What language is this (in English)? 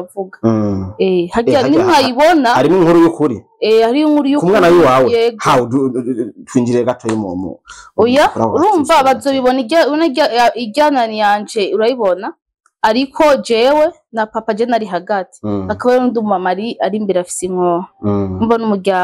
Rundi